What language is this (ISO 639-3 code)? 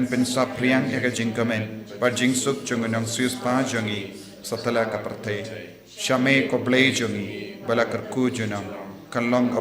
kha